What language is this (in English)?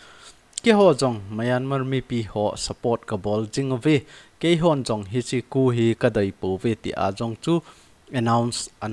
Thado Chin